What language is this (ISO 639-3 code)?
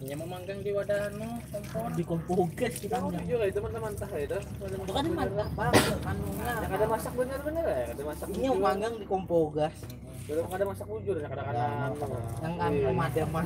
bjn